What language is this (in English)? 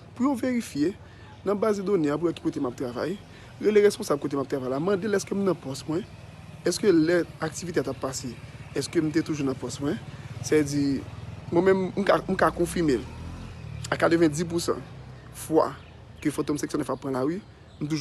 Haitian Creole